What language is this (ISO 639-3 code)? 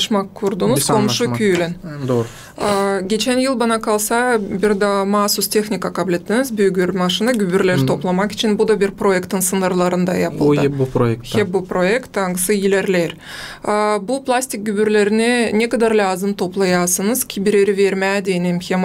gag